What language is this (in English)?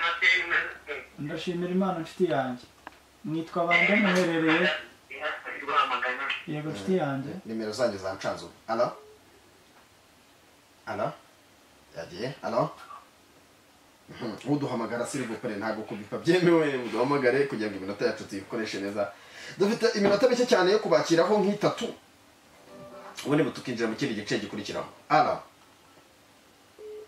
Kinyarwanda